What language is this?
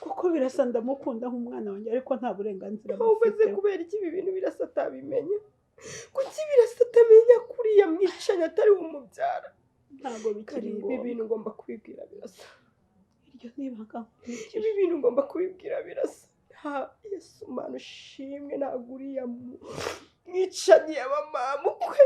Kinyarwanda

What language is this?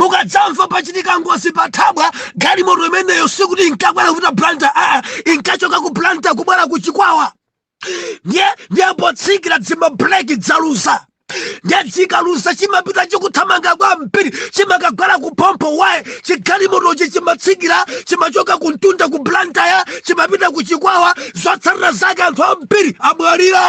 Nyanja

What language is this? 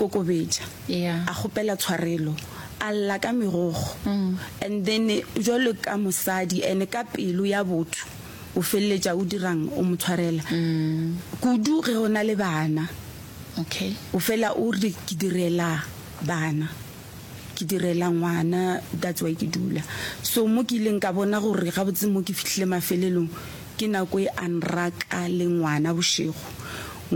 Northern Sotho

